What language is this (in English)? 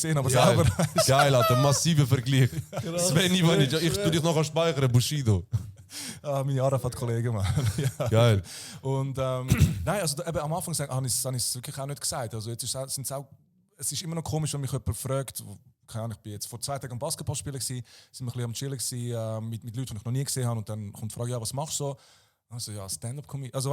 Swiss German